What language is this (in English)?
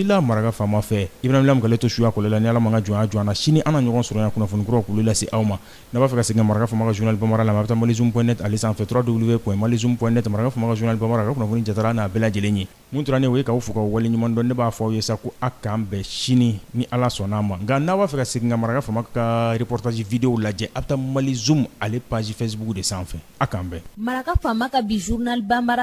Bambara